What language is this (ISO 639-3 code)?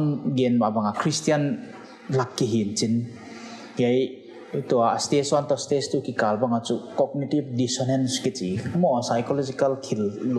pck